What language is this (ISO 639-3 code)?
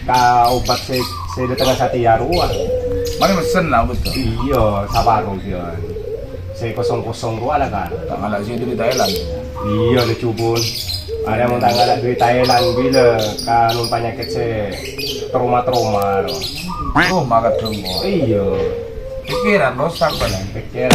mad